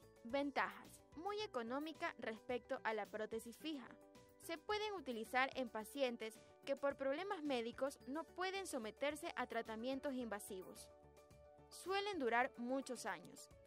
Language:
Spanish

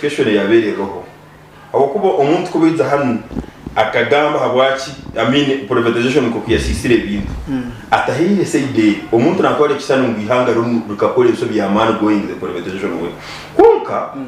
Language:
Nyankole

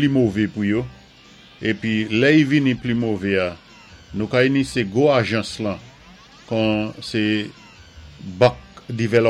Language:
Saint Lucian Creole French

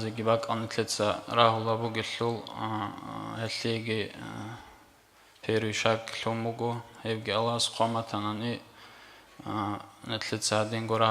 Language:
Avaric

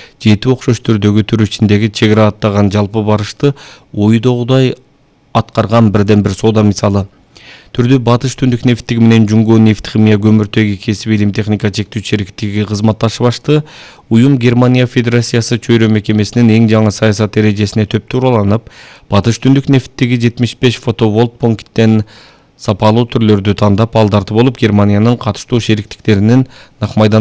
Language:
Kyrgyz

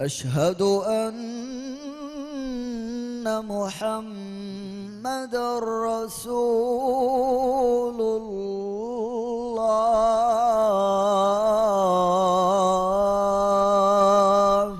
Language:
Divehi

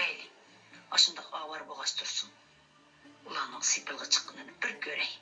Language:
Uyghur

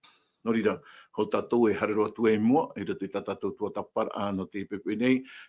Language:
Tahitian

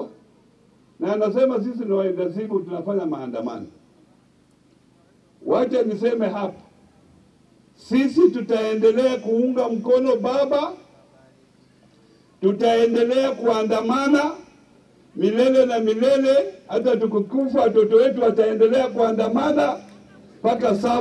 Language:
Swahili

